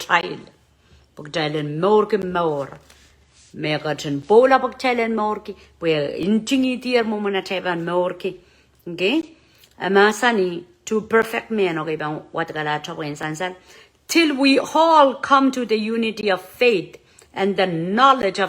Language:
Pohnpeian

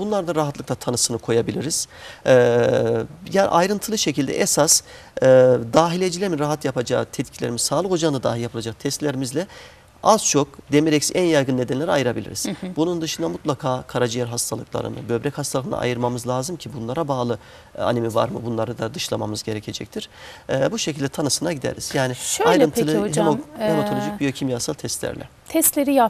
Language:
Turkish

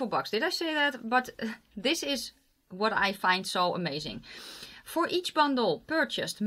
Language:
English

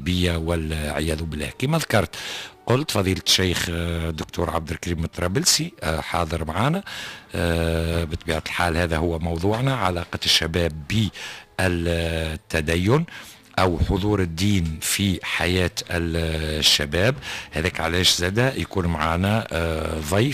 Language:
Tunisian Arabic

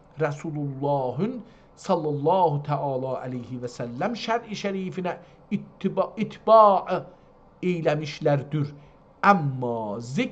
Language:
South Azerbaijani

